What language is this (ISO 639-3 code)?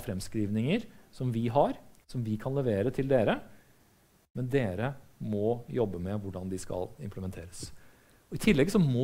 nor